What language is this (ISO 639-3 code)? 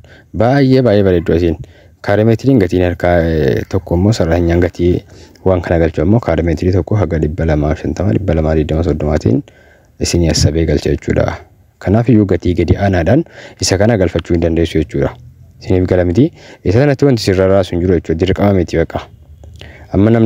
orm